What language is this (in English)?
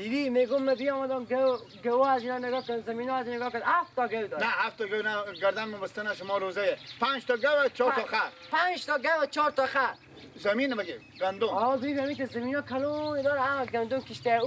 Persian